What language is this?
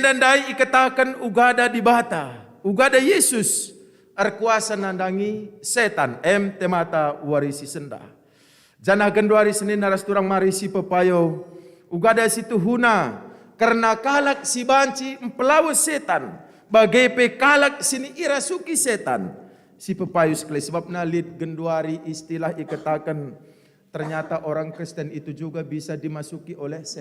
Batak Karo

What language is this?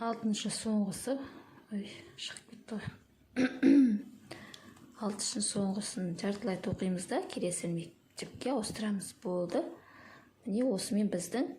Kazakh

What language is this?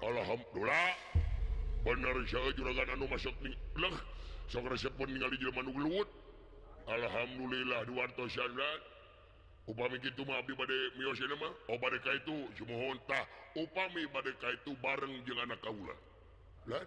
Sundanese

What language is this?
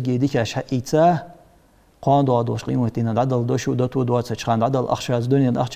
Ingush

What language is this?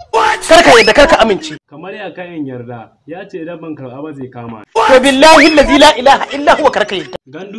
Hausa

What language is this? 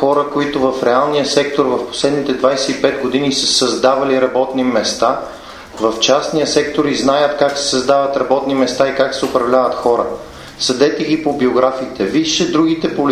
Bulgarian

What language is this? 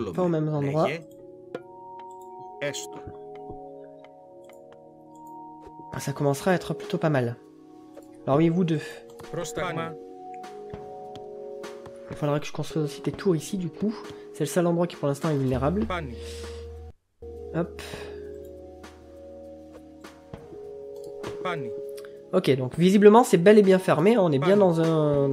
French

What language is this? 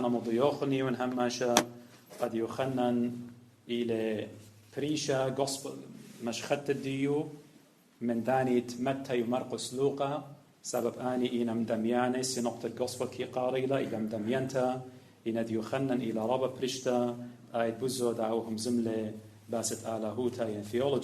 Assyrian Neo-Aramaic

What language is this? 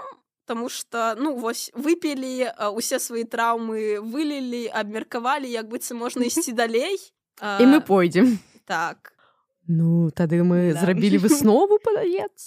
Belarusian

